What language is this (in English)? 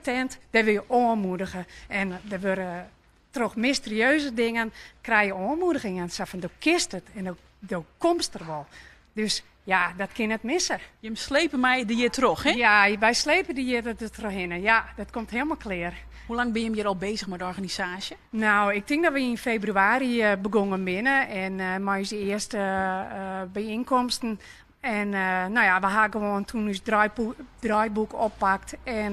Western Frisian